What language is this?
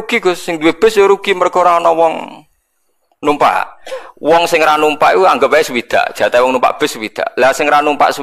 Javanese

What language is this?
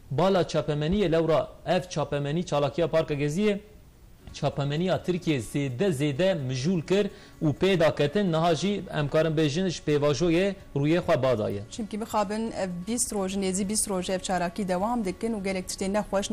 Kurdish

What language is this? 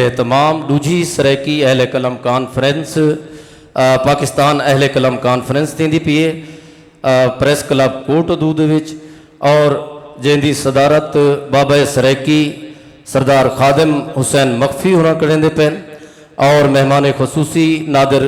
Saraiki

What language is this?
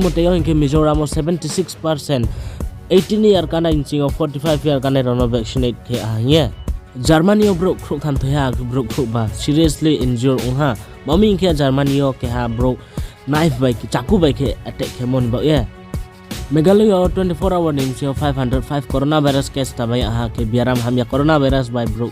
Riang (India)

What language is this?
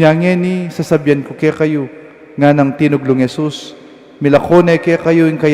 Pampanga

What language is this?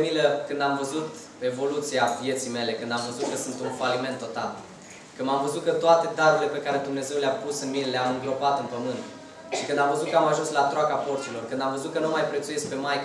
Romanian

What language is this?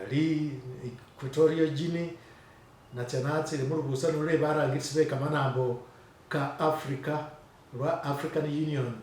Masaaba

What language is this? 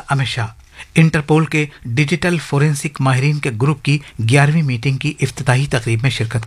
Urdu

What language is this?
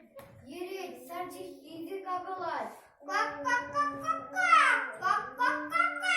Chuvash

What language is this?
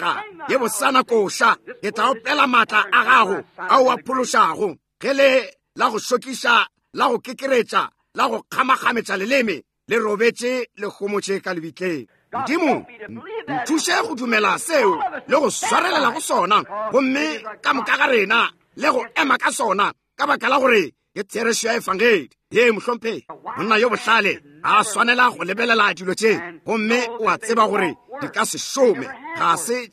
Northern Sotho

